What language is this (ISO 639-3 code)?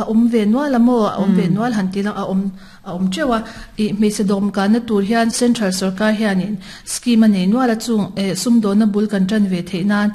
lus